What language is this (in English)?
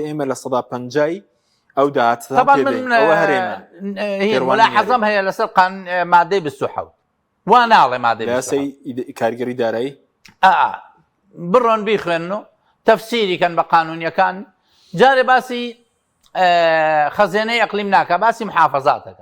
Central Kurdish